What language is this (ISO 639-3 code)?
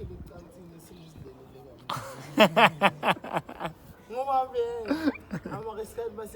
zul